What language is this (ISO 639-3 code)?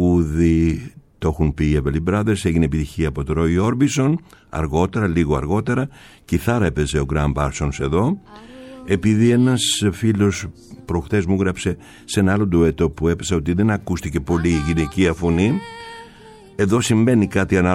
ell